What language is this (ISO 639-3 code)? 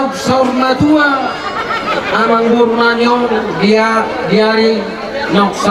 bbc